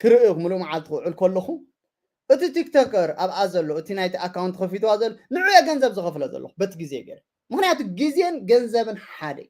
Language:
Tigrinya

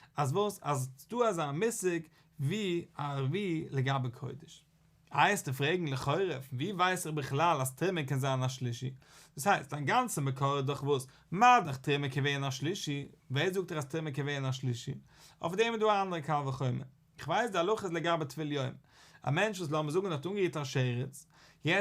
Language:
Yiddish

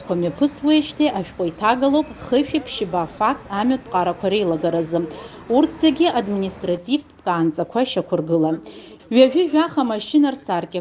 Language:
Abkhazian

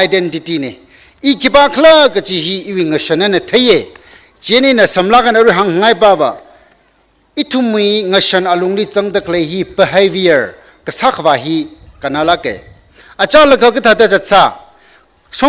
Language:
Tangkhul Naga (India)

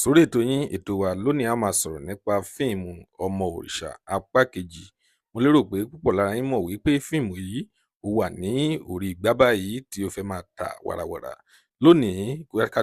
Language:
Yoruba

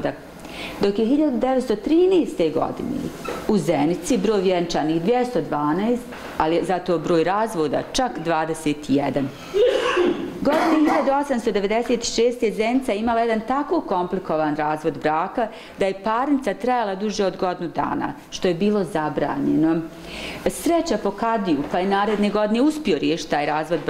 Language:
Bosnian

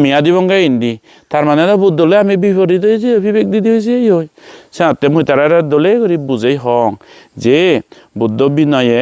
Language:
Chakma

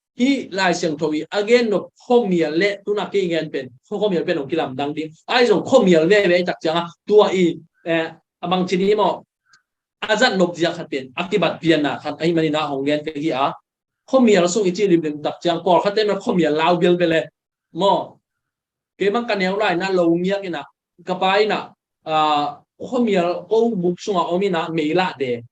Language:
Tedim Chin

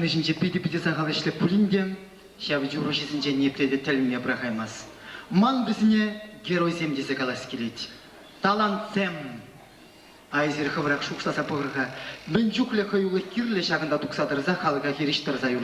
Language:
Chuvash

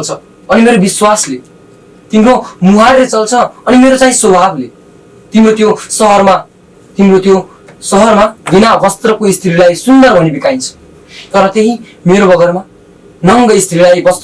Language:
Nepali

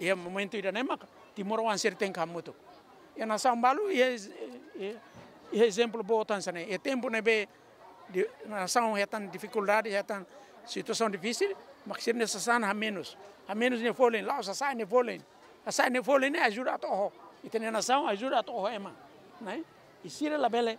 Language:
Tetum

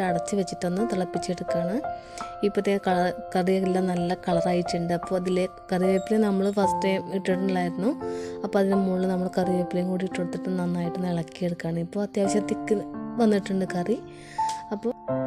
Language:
Malayalam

